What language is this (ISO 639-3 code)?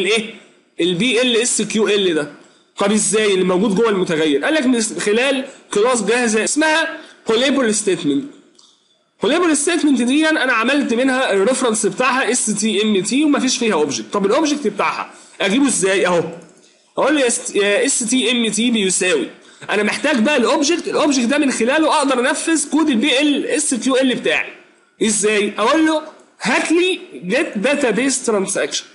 arz